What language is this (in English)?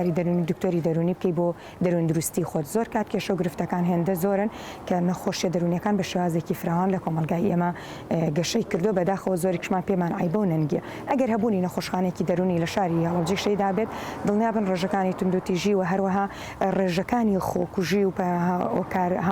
Central Kurdish